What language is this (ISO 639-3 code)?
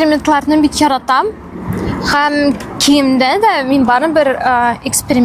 tat